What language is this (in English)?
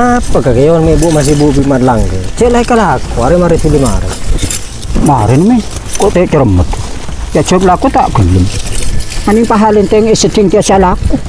Madurese